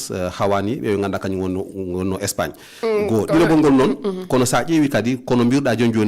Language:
Fula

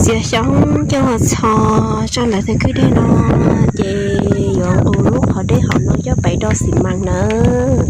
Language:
Hmong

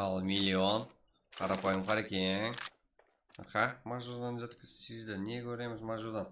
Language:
Kara-Kalpak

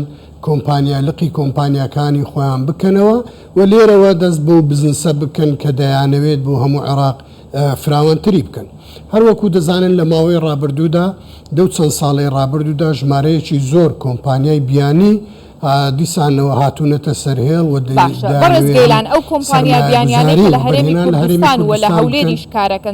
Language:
Central Kurdish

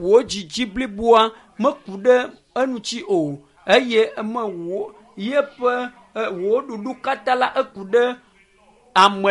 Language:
Ewe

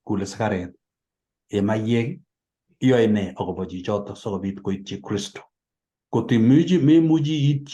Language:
Kalenjin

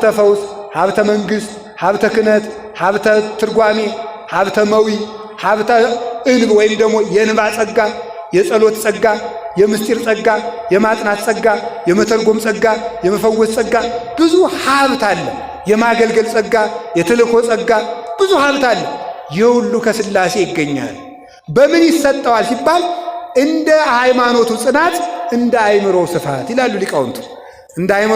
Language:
Amharic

